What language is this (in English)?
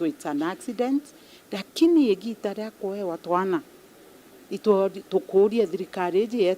Meru